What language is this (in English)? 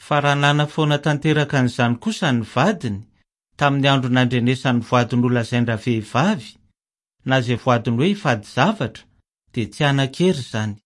Malagasy